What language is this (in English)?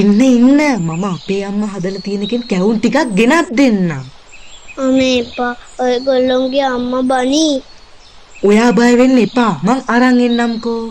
Sinhala